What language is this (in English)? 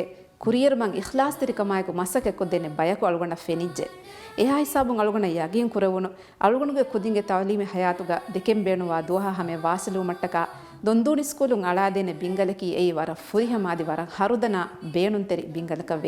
Divehi